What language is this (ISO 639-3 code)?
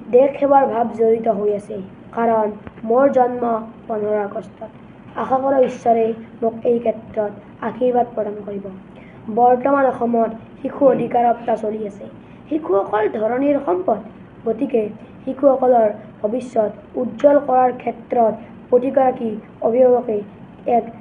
asm